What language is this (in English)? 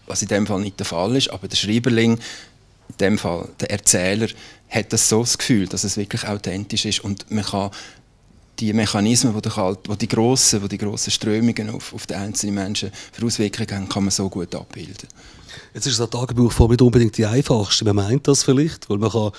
Swiss German